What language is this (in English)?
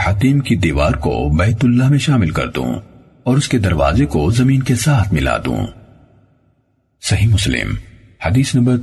Urdu